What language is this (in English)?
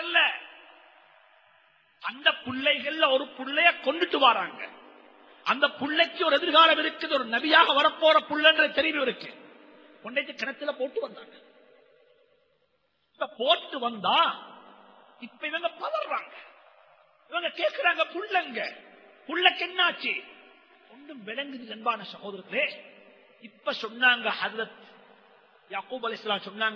Tamil